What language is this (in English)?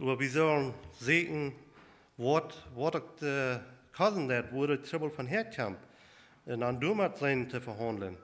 Plautdietsch